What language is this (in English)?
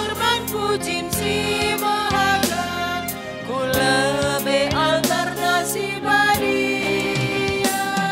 Batak Karo